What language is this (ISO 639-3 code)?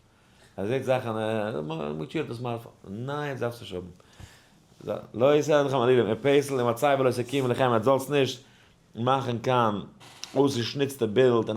yid